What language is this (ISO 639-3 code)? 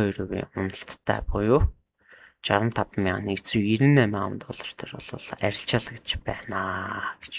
mon